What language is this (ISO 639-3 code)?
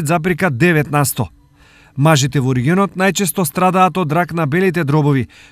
mkd